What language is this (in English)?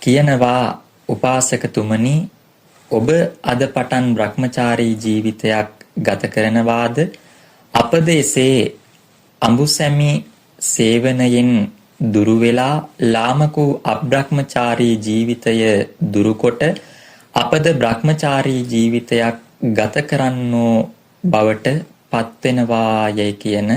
Sinhala